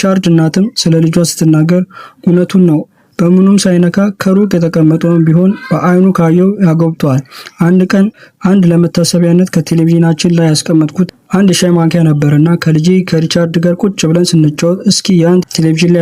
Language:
Amharic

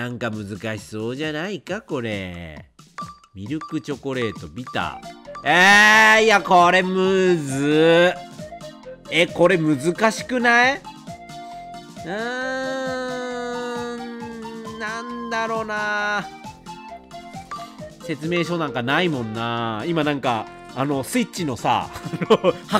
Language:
Japanese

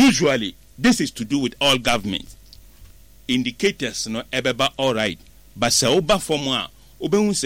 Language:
Akan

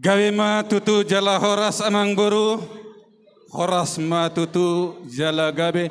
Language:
Batak Toba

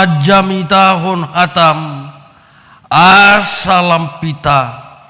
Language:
Batak Toba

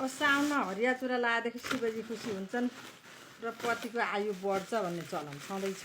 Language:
Nepali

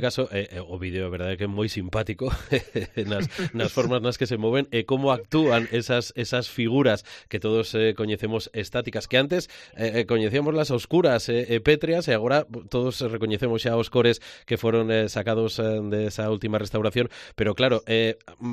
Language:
Galician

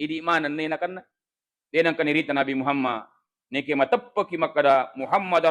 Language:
Buginese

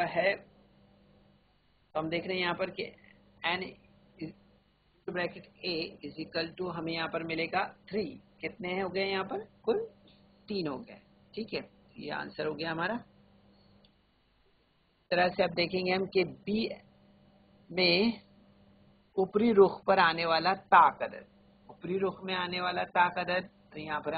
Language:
Urdu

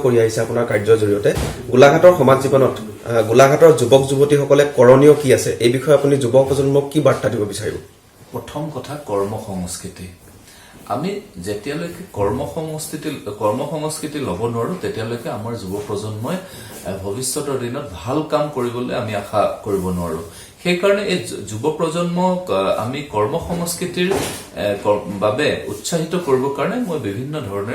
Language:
Assamese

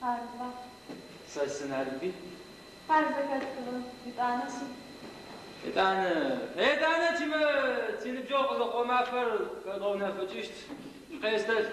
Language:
Adyghe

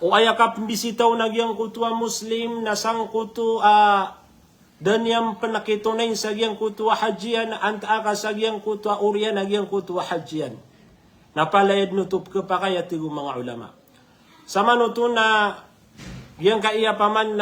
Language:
Maranao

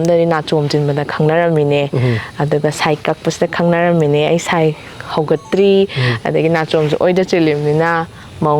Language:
Manipuri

